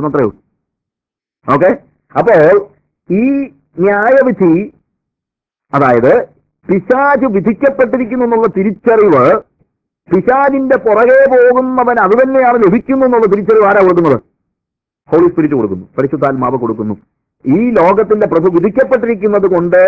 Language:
Malayalam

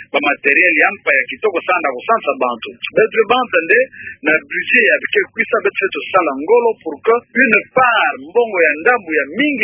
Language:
Kituba (Democratic Republic of Congo)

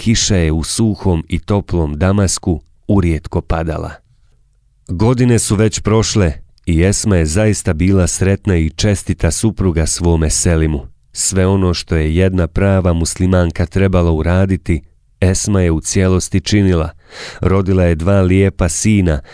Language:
Bosnian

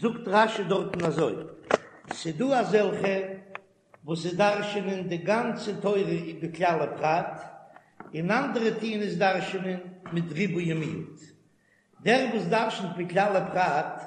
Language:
Yiddish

